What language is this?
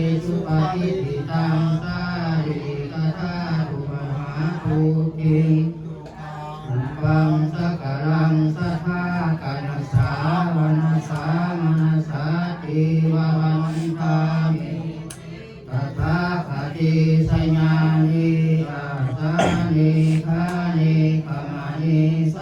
Pali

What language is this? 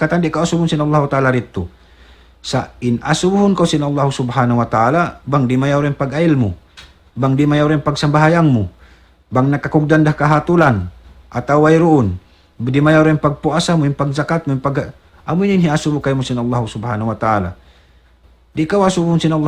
Tausug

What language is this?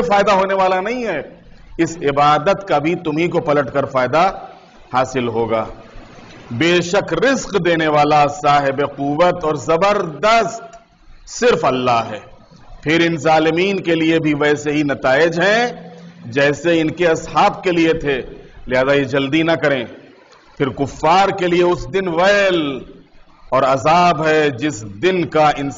Urdu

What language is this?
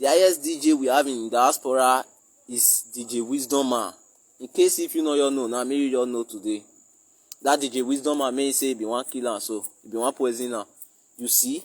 Nigerian Pidgin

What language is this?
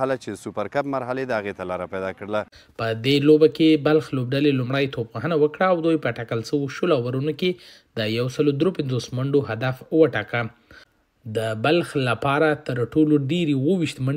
Pashto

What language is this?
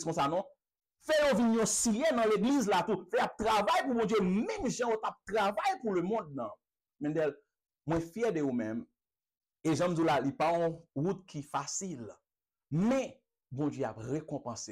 Haitian Creole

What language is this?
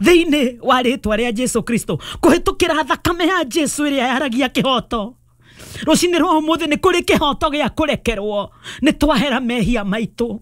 Kikuyu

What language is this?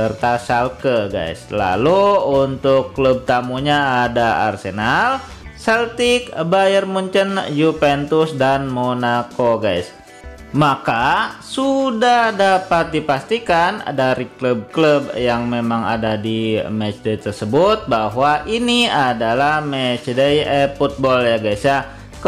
Indonesian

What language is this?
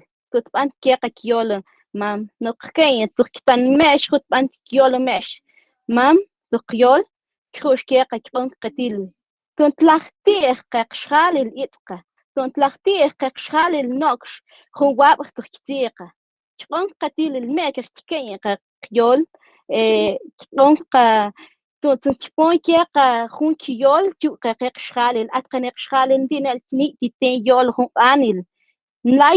Mam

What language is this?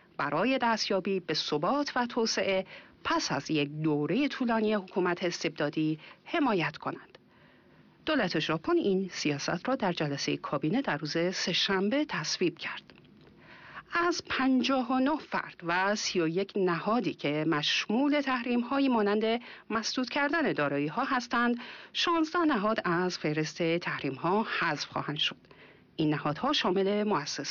Persian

